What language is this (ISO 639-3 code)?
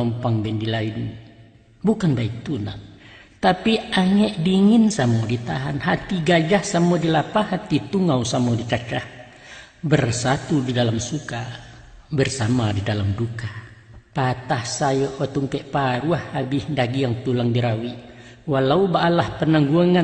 min